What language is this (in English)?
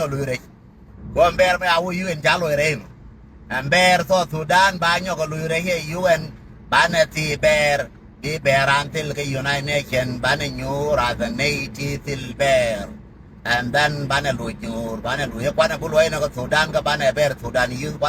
Nuer